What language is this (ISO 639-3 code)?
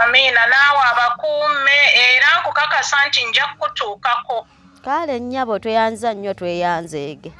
lug